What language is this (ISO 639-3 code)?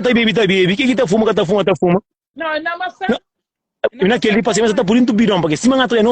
kea